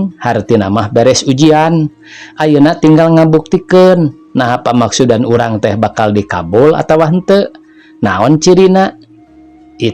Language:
Sundanese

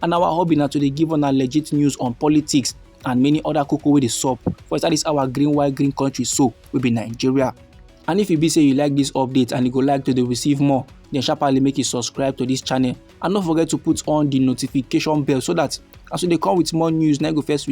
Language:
Nigerian Pidgin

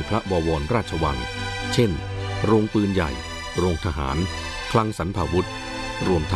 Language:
Thai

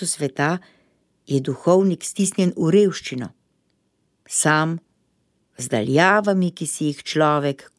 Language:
Slovenian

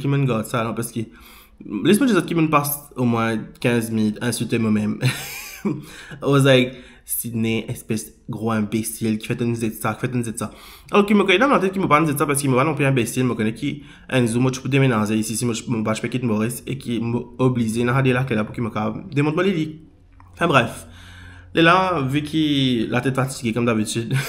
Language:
Morisyen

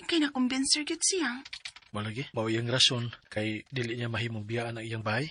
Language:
Cebuano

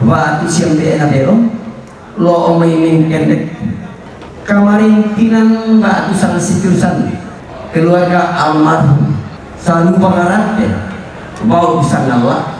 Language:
Toraja-Sa'dan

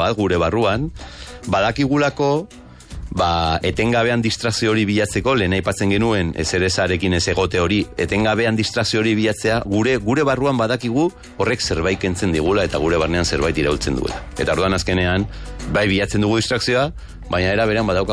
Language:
Basque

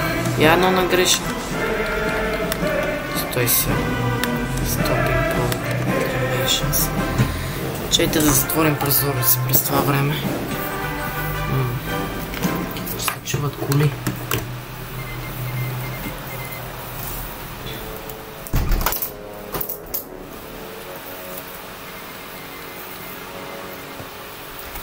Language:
Bulgarian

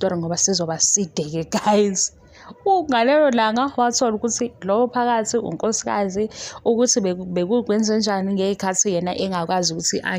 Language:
Zulu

